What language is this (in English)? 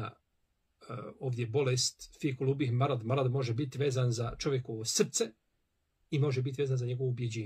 Bosnian